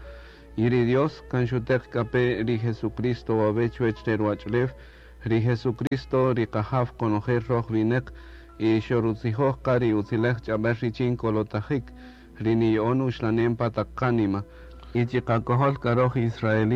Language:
Kaqchikel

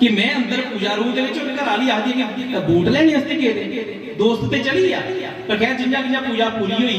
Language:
Dogri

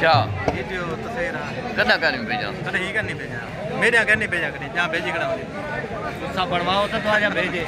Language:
Saraiki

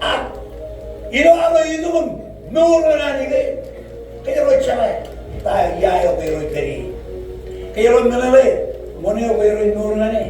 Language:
Marshallese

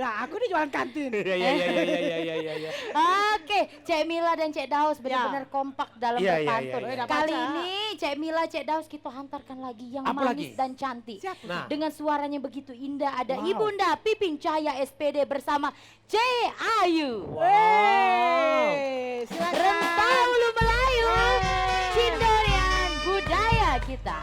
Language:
Musi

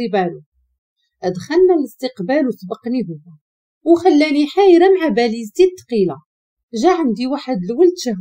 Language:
Moroccan Arabic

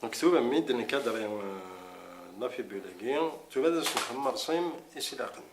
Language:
Kabyle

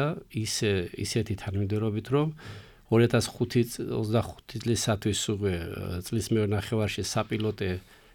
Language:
Georgian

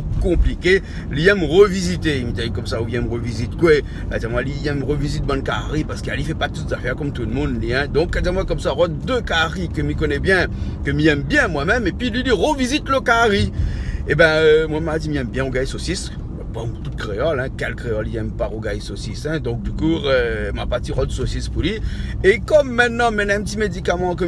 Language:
Réunion Creole French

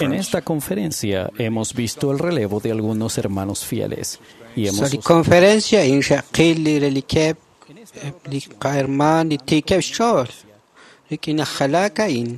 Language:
Kekchí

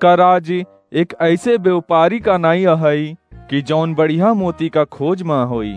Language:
Awadhi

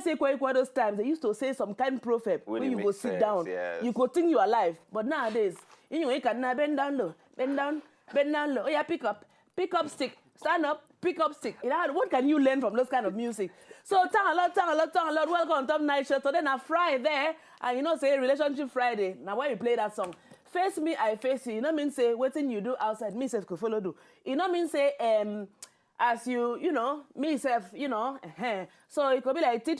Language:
Nigerian Pidgin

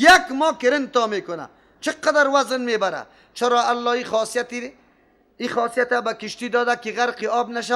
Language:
Persian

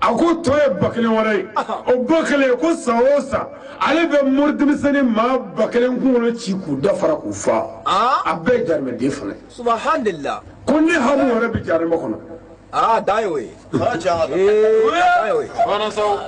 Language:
Bambara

